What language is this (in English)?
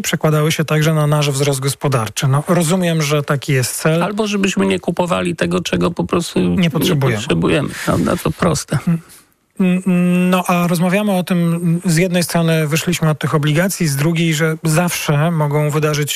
Polish